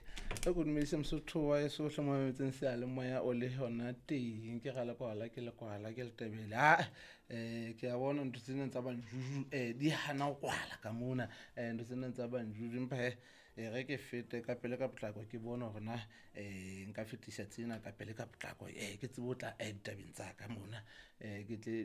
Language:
Southern Sotho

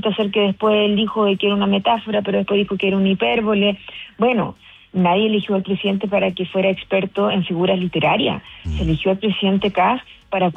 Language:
Spanish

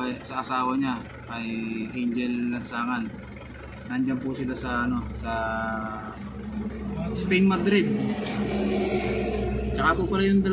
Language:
Filipino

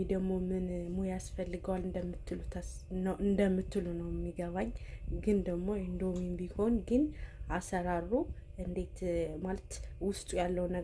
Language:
Amharic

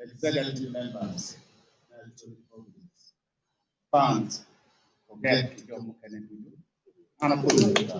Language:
Acoli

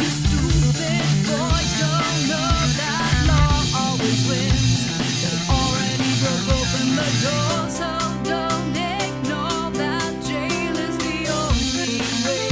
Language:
Bavarian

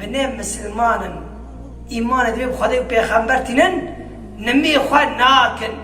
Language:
Kurdish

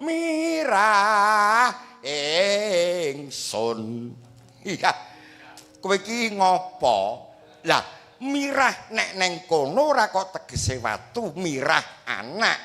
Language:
Javanese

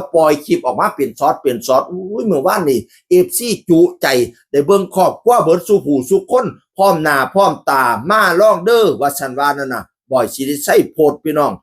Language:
Northeastern Thai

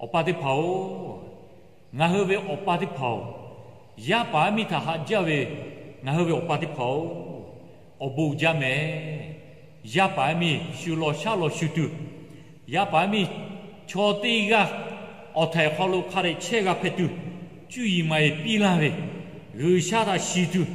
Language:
Lahu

